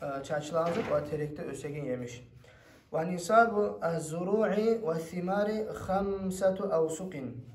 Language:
Kumyk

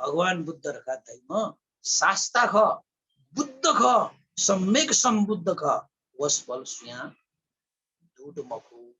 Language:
Newari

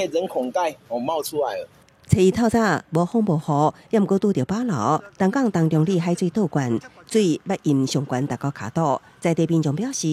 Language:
Min Nan Chinese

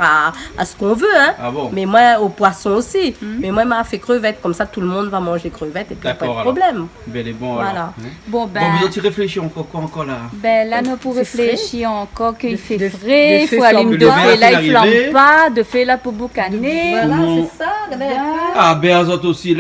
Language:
Réunion Creole French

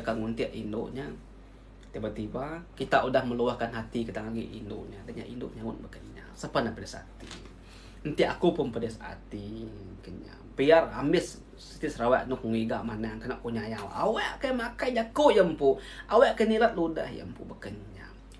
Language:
Iban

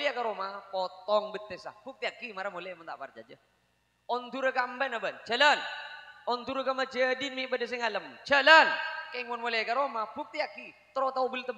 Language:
Madurese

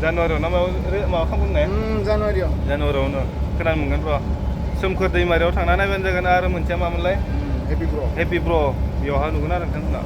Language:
Bodo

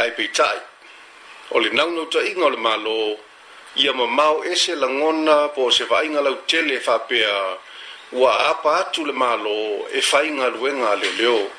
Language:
Samoan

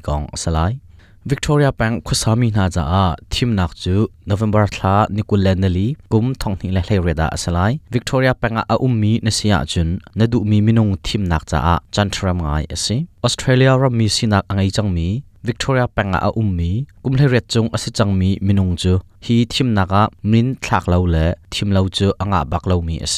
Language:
Hakha Chin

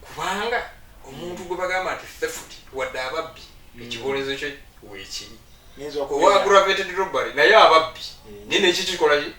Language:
Ganda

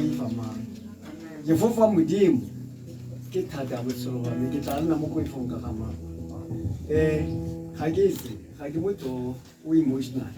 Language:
Tswana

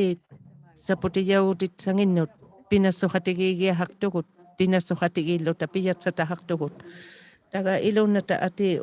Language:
Inuktitut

